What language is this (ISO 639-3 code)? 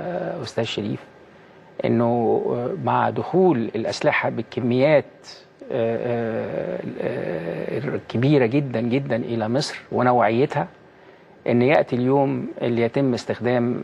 arz